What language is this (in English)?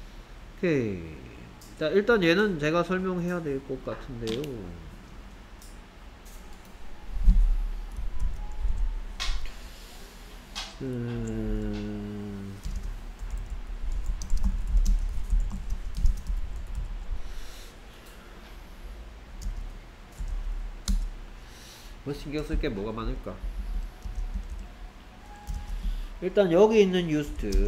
Korean